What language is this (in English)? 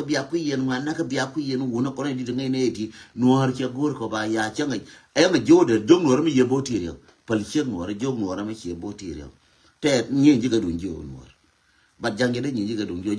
Nuer